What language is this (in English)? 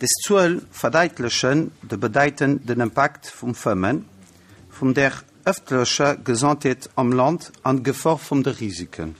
Luxembourgish